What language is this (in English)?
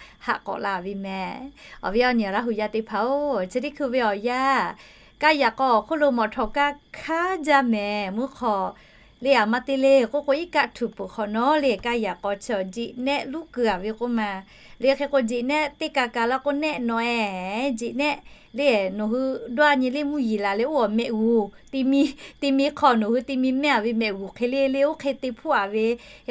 Lahu